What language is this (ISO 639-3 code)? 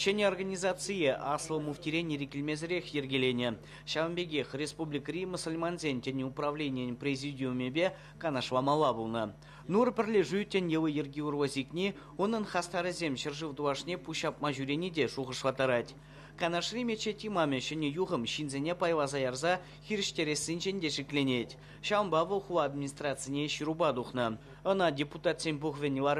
chv